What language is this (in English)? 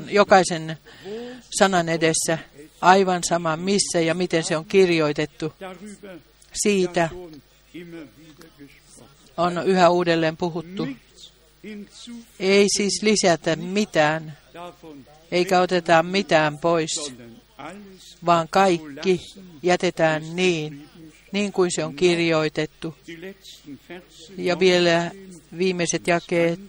Finnish